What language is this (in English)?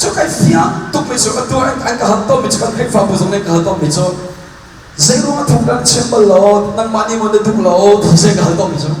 Hakha Chin